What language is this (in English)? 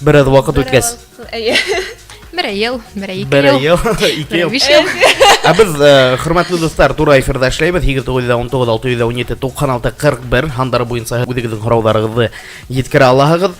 Bashkir